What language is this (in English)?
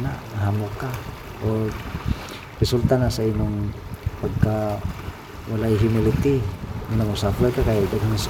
Cebuano